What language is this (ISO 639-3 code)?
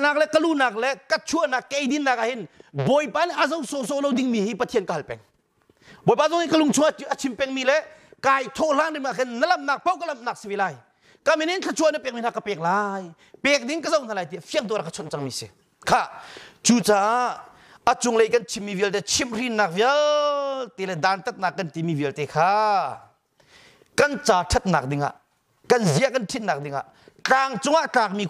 cnh